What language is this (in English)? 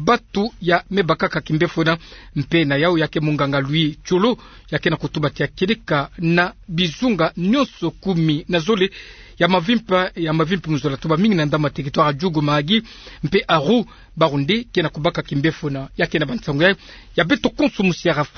Kituba (Democratic Republic of Congo)